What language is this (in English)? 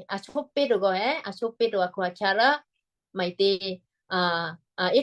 Western Kayah